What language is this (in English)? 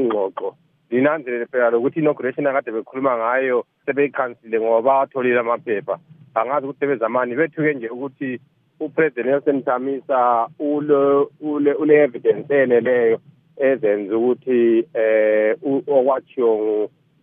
North Ndebele